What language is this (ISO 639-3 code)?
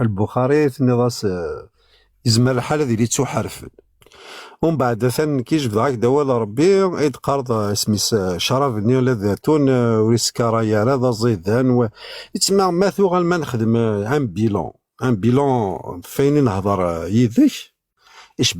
kab